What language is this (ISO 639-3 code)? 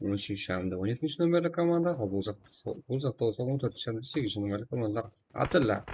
kaa